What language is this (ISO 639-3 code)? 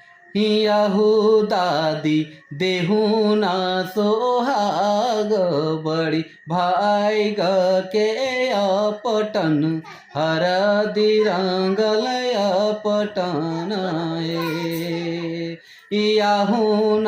sck